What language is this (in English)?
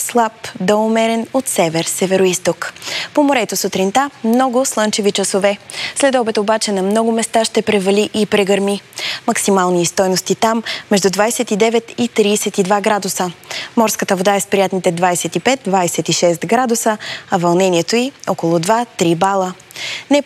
Bulgarian